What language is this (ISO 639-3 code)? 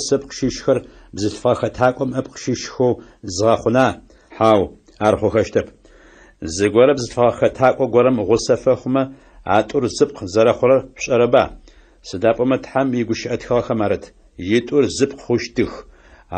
ady